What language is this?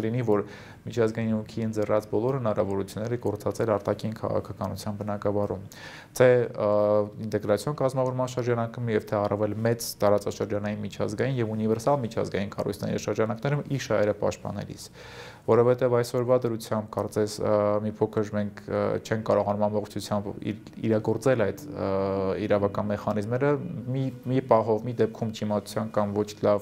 Armenian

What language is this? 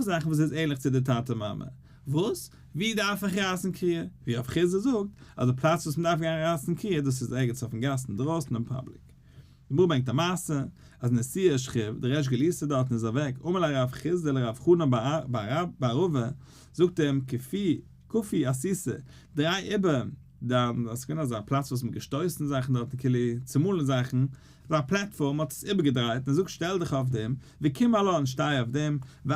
Yiddish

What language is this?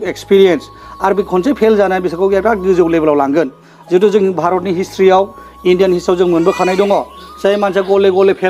Bodo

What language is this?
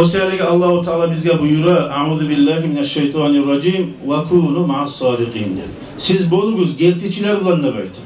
Kumyk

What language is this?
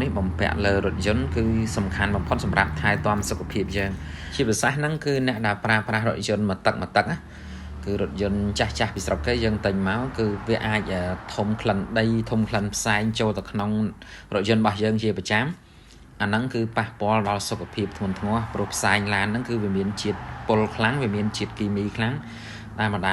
Khmer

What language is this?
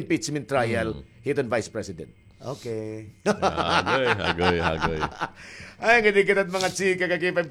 Waray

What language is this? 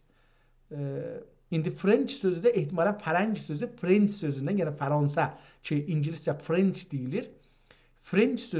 South Azerbaijani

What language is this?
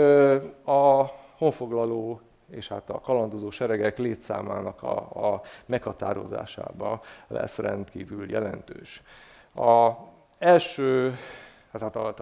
Hungarian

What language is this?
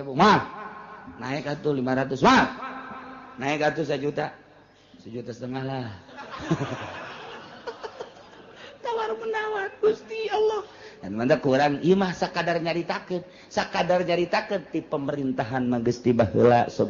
Sundanese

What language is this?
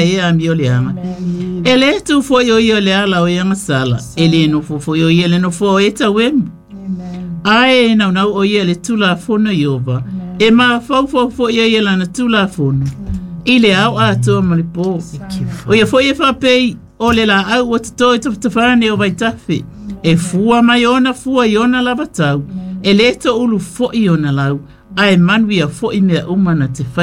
Samoan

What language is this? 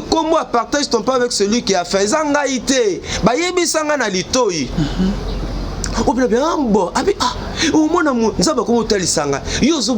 Lingala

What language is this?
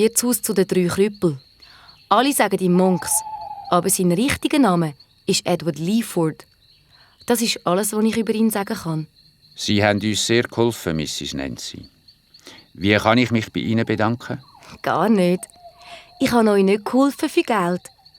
Swiss German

